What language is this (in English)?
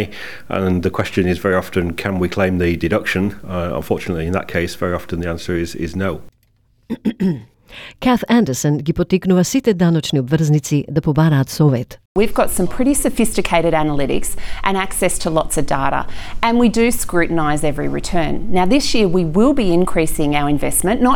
Macedonian